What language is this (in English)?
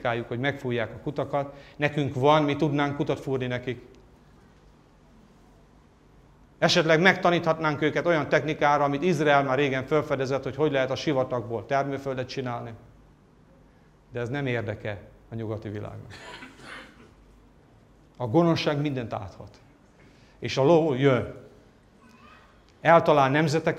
Hungarian